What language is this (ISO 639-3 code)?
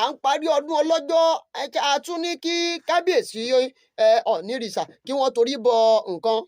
yor